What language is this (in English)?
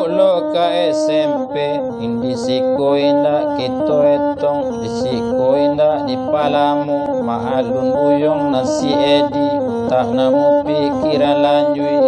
Minangkabau